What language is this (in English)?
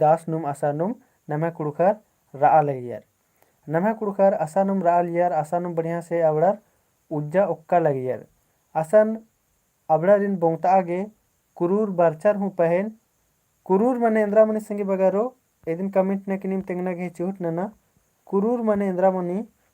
Kurukh